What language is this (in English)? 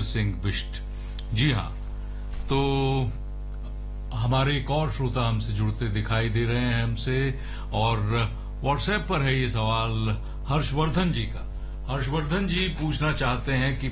Hindi